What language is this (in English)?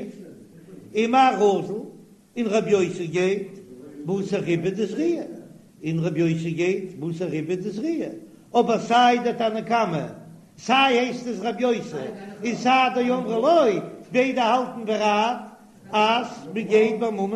Yiddish